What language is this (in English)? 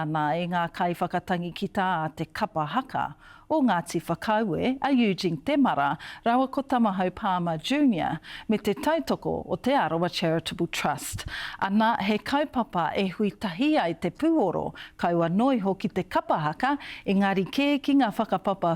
Māori